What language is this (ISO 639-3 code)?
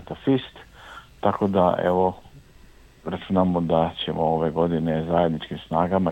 hrv